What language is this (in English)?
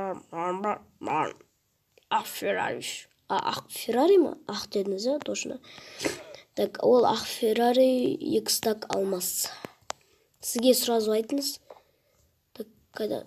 Kazakh